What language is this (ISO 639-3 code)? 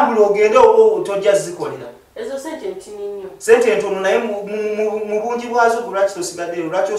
lug